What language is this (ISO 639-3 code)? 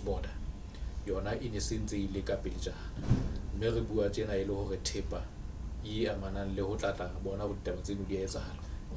sot